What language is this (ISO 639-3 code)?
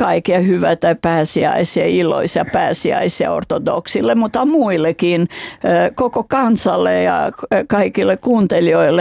fin